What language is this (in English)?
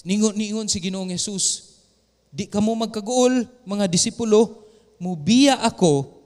Cebuano